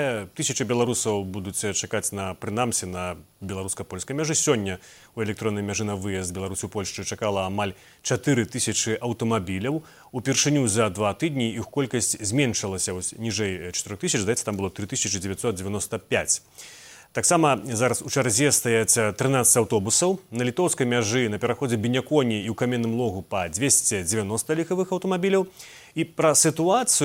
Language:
Belarusian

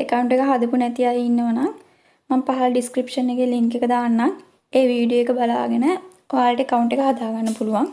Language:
Sinhala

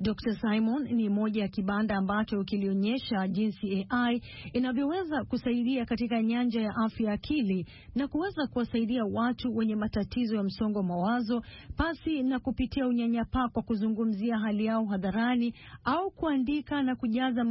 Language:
Swahili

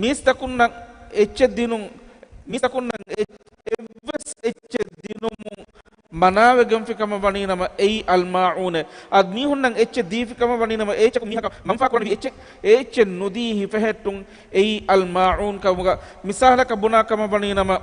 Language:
Divehi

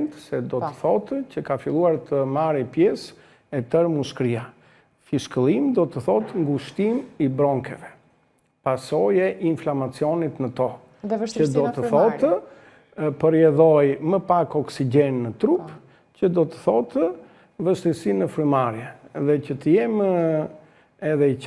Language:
Albanian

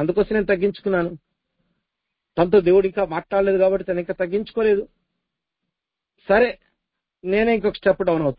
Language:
Telugu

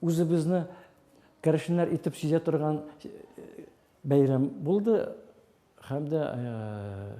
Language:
Tatar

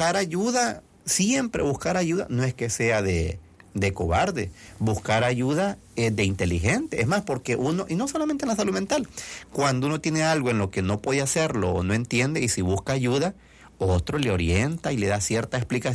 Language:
Spanish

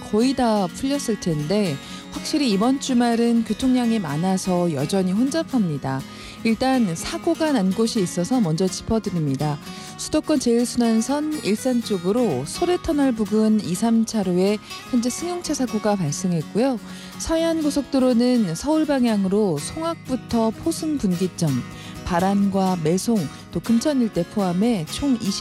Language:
Korean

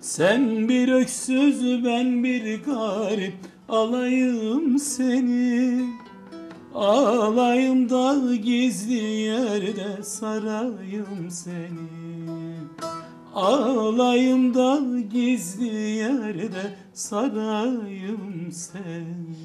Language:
Gagauz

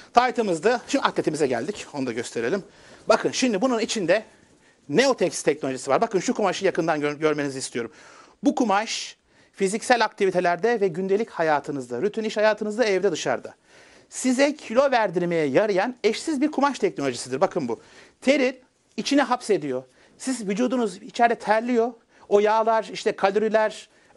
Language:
Turkish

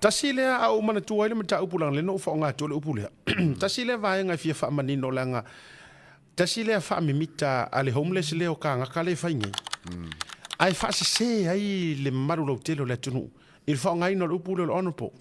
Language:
Samoan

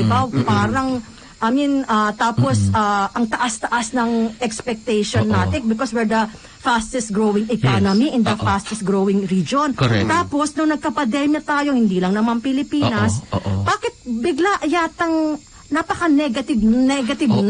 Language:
Filipino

